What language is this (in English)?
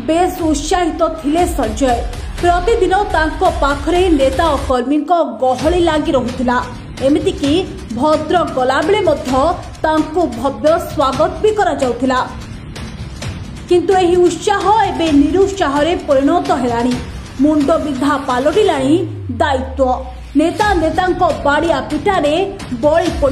Odia